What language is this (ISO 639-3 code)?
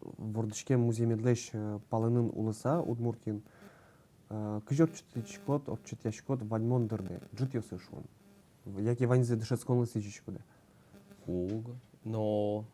udm